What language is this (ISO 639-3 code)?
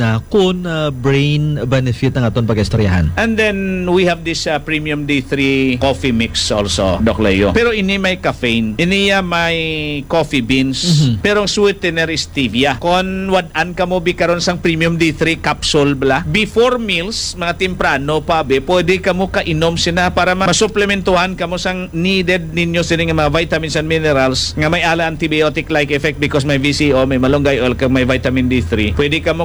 hil